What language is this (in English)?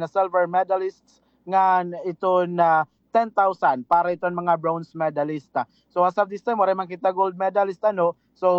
Waray